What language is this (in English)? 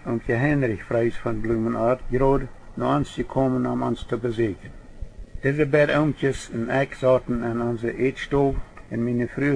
Plautdietsch